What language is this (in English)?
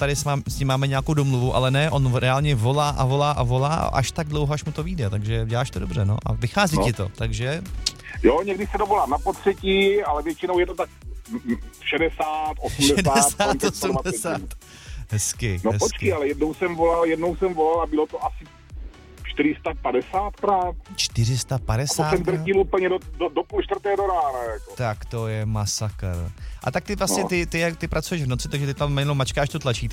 Czech